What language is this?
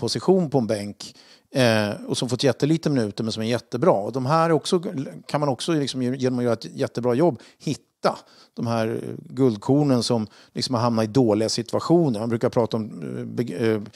Swedish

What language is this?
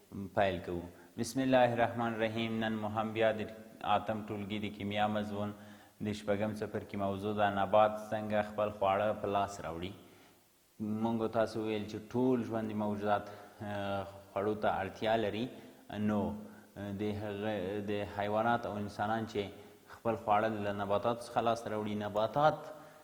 Pashto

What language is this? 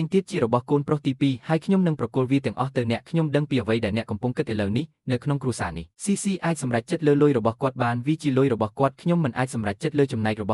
Khmer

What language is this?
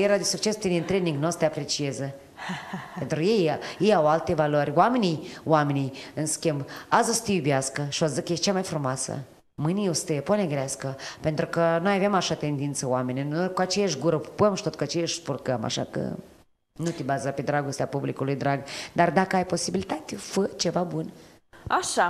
Romanian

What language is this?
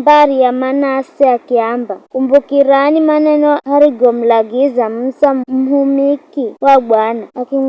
Giryama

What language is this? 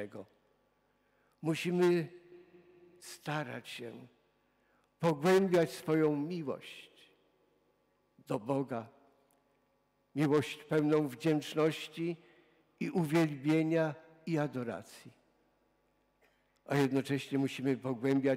Polish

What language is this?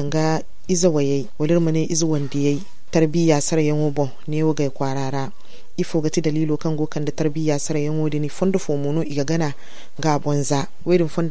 Zarma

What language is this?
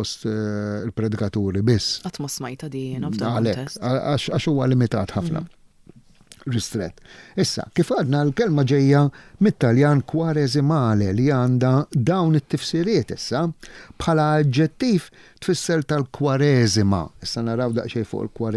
Maltese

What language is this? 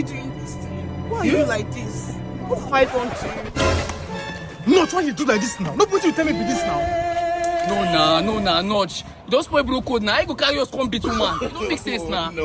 Nigerian Pidgin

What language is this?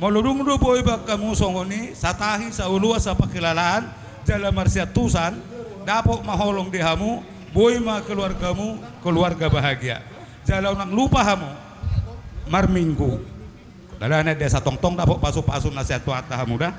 Batak Toba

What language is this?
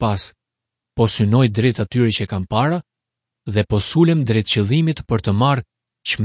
Albanian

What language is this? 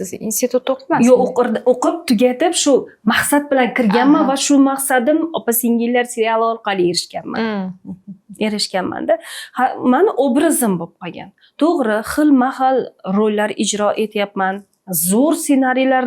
Uzbek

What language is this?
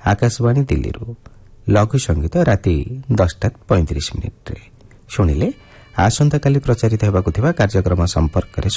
Odia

